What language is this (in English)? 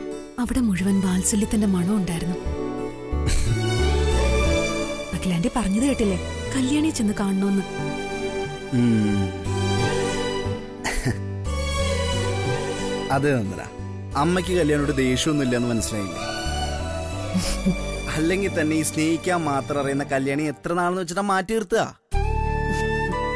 Malayalam